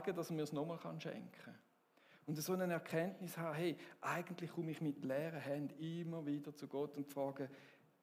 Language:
Swiss German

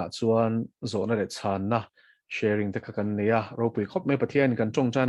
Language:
Mizo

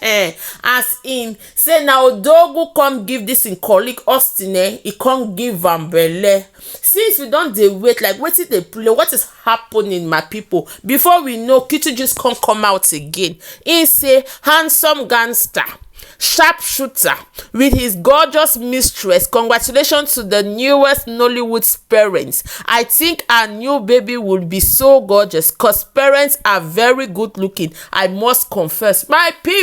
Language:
Nigerian Pidgin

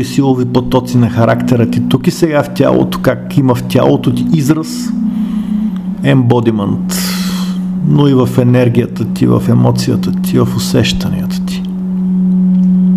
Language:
Bulgarian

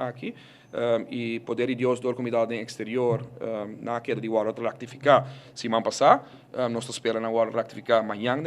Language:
Papiamento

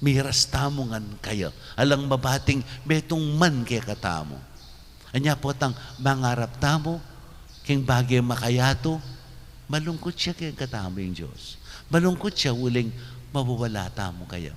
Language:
Pampanga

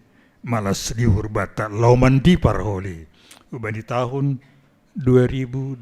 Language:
Batak Simalungun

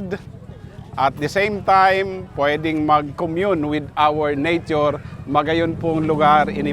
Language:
Bikol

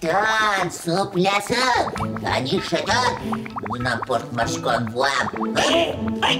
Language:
Udmurt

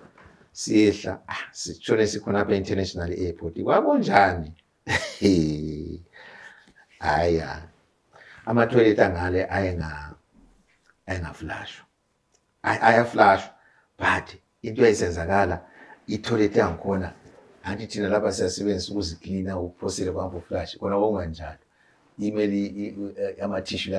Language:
North Ndebele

